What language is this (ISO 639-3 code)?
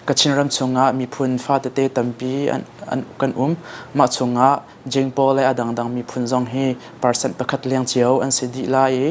cnh